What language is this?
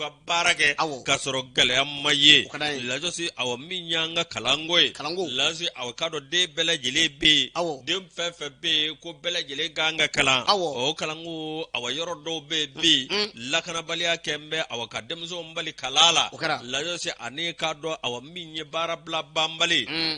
Bambara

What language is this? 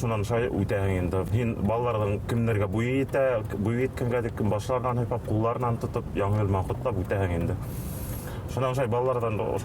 Bashkir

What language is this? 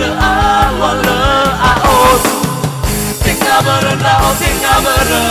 Nias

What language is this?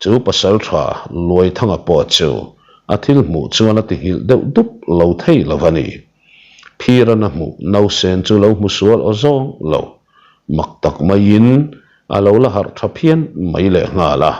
Mizo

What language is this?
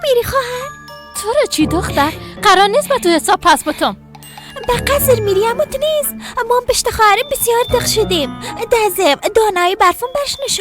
Persian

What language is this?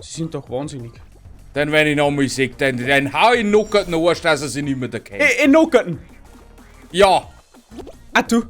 Bavarian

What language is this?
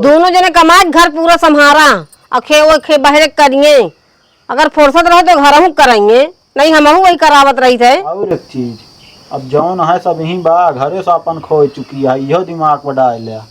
Awadhi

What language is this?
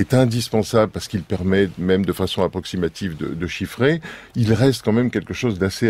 French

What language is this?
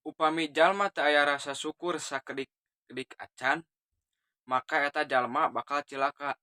Sundanese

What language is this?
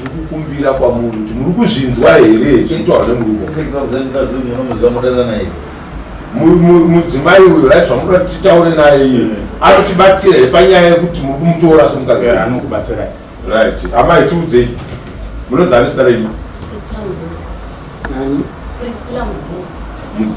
Shona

